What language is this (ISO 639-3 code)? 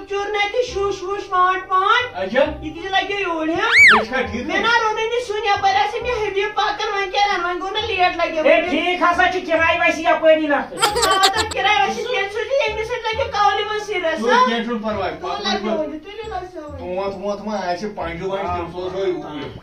kas